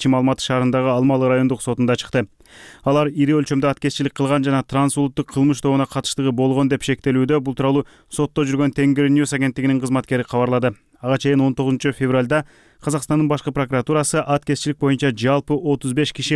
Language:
Kyrgyz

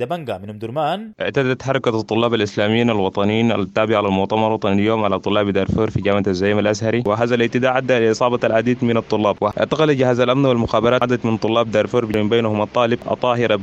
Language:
Sudanese Arabic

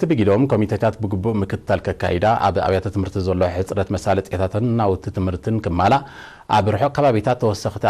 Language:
Tigrinya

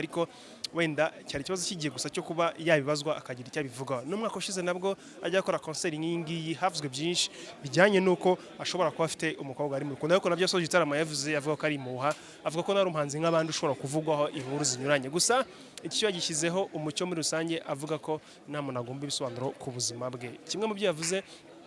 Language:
Kinyarwanda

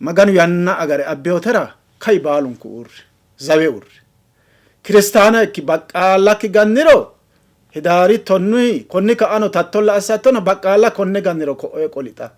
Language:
Sidamo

